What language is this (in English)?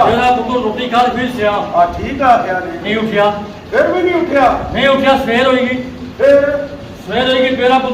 Pahari-Potwari